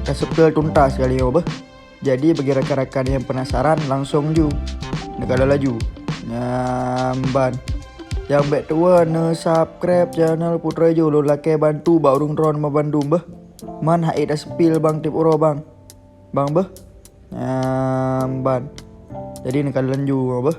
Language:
Achinese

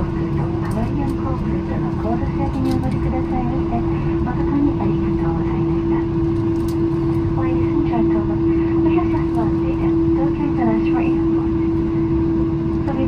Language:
Japanese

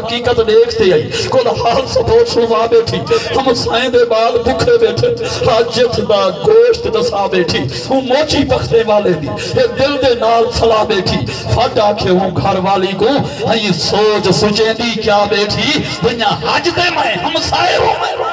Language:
Saraiki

